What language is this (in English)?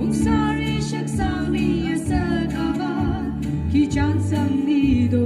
Tangkhul Naga (India)